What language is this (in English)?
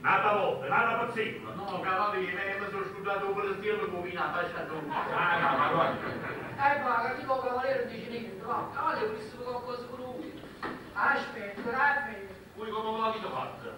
Neapolitan